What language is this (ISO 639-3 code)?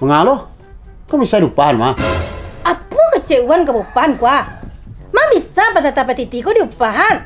min